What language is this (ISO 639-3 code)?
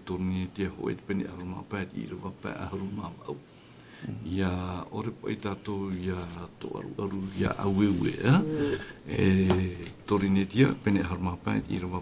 tah